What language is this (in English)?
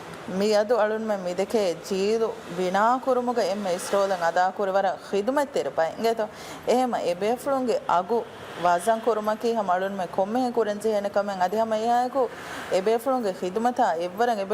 Divehi